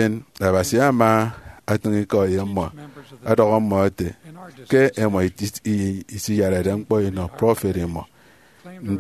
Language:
Efik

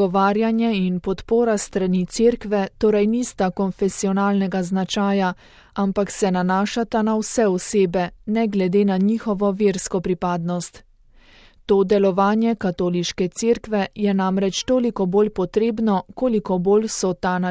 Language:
Slovenian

